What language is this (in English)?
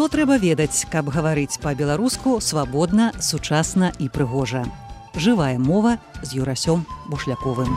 Belarusian